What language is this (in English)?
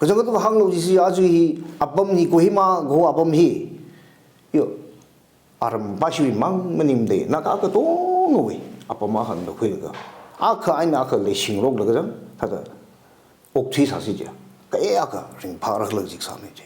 Tangkhul Naga (India)